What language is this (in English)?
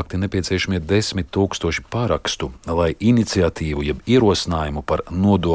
Latvian